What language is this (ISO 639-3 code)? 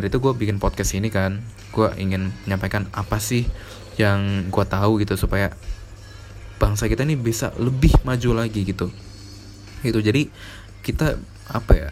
ind